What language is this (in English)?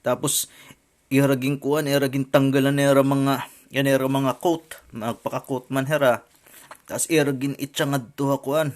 Waray